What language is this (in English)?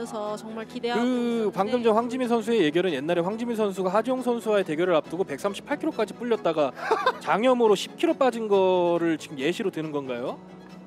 Korean